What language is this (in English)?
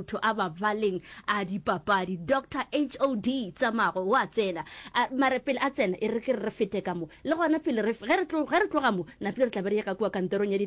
Northern Sotho